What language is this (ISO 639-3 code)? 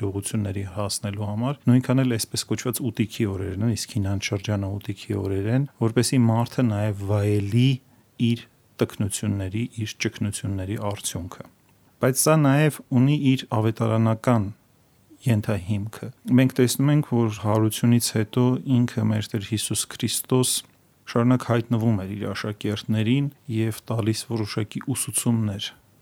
hye